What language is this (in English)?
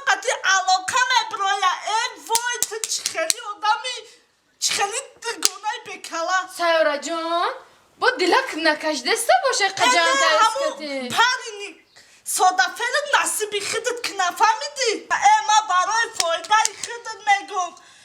Tajik